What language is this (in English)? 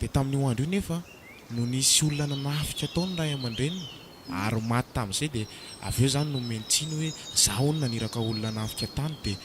Malagasy